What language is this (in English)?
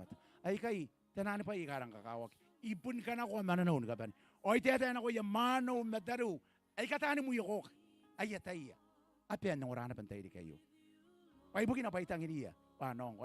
Gilbertese